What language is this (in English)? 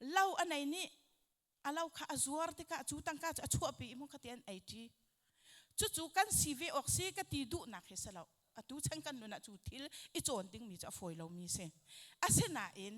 Hakha Chin